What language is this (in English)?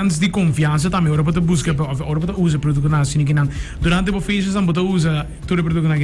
Papiamento